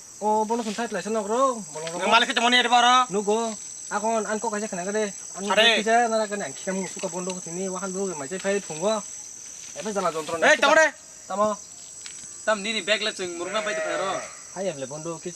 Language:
Kok Borok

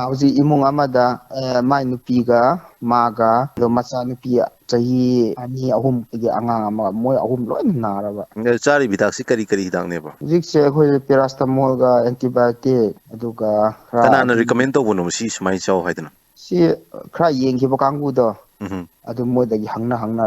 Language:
Manipuri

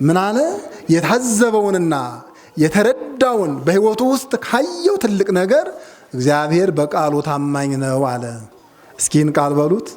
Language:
Amharic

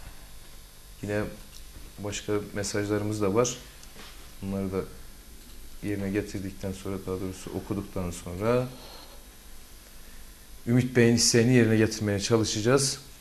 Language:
Turkish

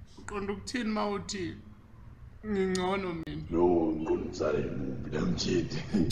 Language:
Zulu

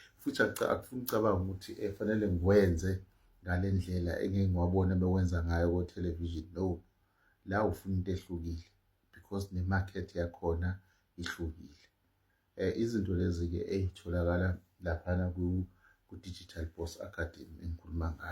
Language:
Zulu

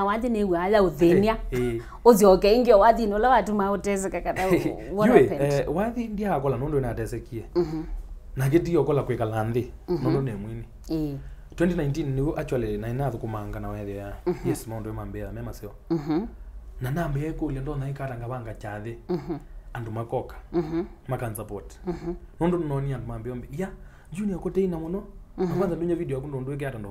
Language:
Kamba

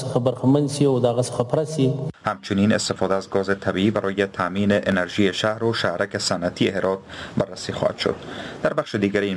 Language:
Persian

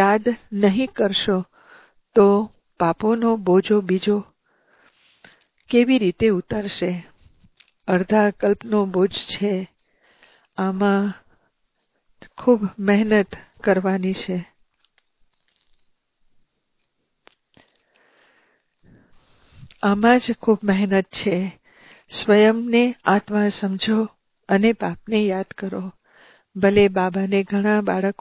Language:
Gujarati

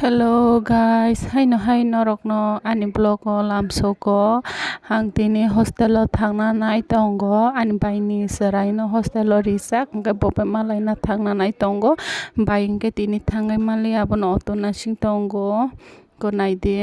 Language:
Kok Borok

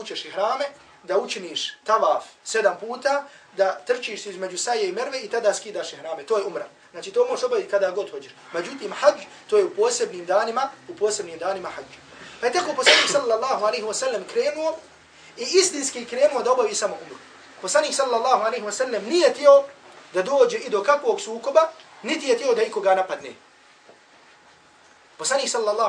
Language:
Bosnian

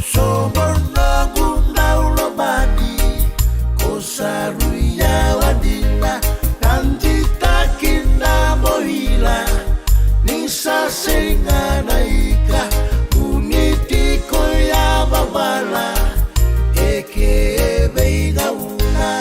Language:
Fijian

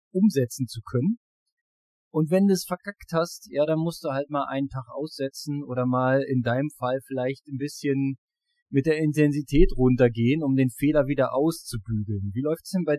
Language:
German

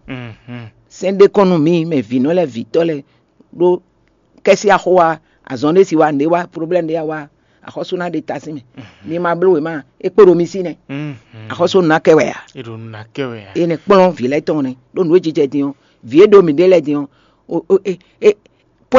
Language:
Fon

